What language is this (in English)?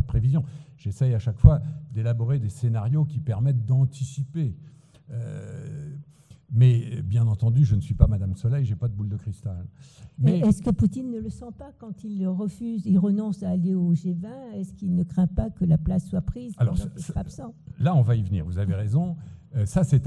French